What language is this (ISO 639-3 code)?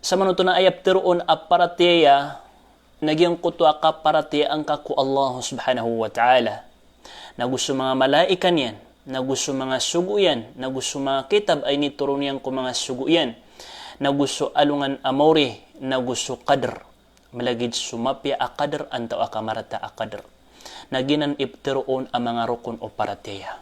mrw